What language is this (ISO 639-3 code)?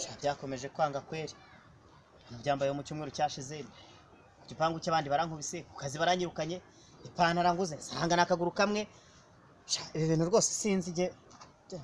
kin